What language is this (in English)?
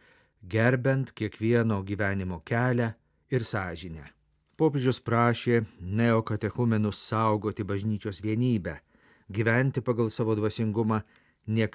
Lithuanian